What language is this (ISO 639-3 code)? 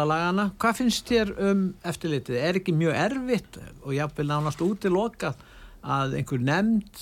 isl